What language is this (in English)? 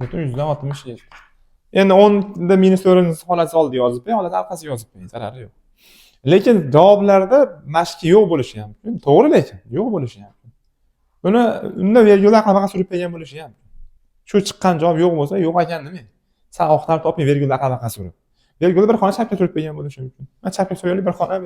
Uzbek